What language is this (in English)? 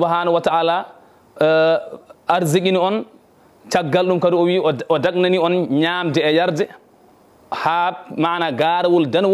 Fula